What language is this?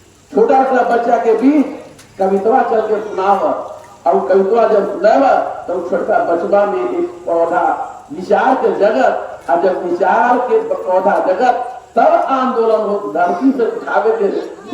Magahi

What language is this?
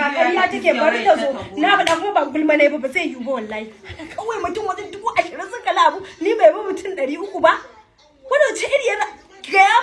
Hausa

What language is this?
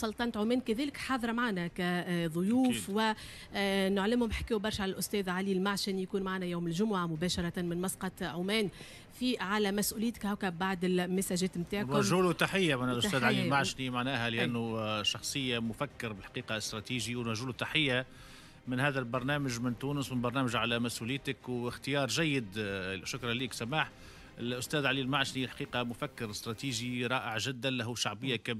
Tunisian Arabic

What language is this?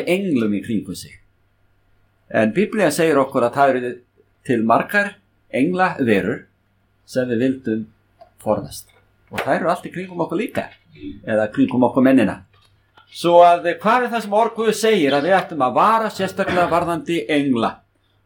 Icelandic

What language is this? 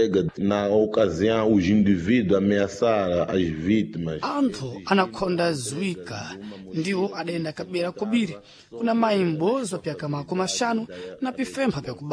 Sena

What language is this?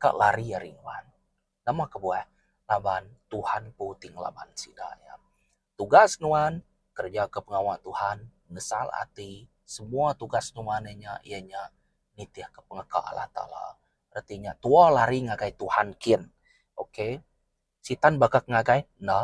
Iban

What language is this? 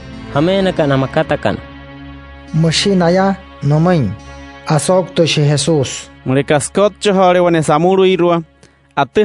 Wayuu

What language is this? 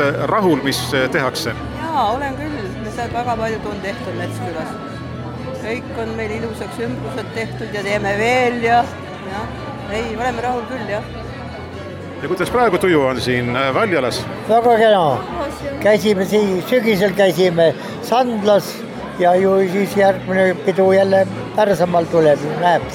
Estonian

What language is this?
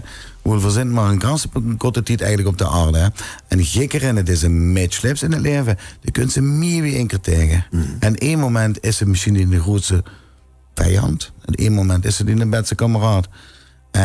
Limburgish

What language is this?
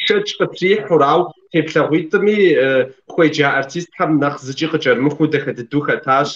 Kabardian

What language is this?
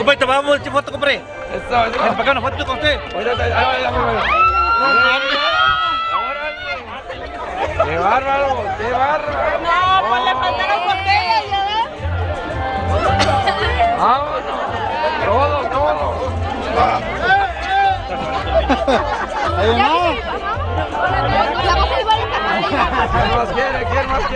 Spanish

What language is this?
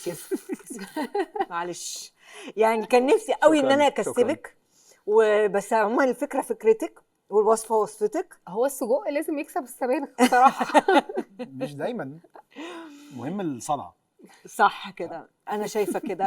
Egyptian Arabic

